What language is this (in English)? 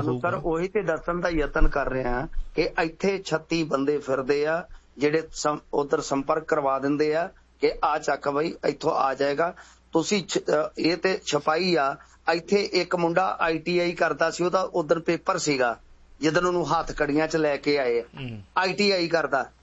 Punjabi